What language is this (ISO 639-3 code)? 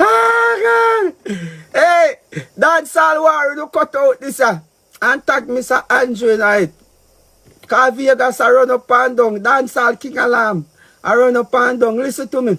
jam